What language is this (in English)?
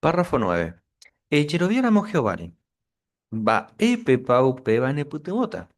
Guarani